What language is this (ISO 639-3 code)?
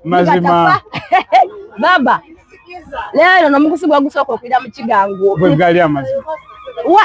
xog